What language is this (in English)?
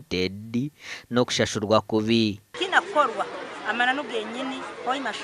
Nyankole